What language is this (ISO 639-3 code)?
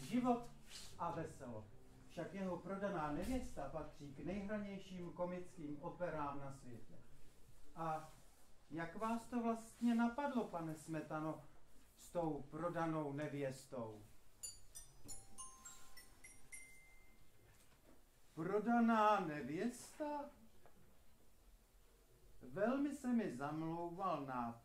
ces